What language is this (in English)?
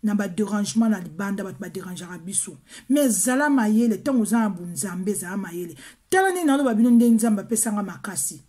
Lingala